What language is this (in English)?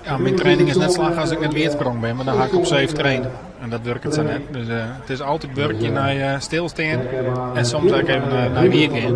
Western Frisian